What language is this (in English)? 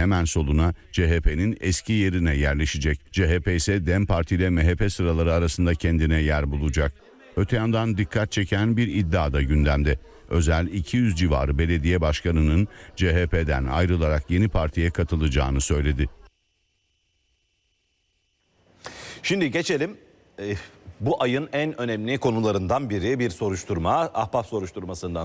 Turkish